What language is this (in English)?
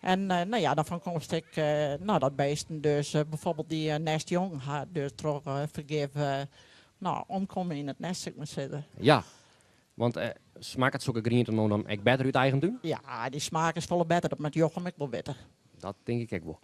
Western Frisian